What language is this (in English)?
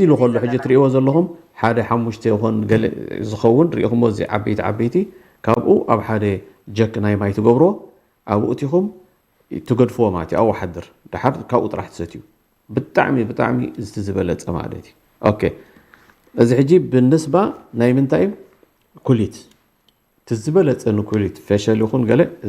Tigrinya